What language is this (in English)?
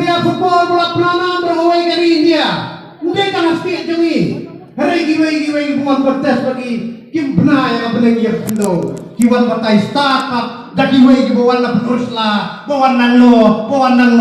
Khasi